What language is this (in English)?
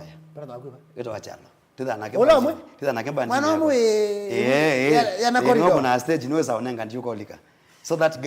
Kamba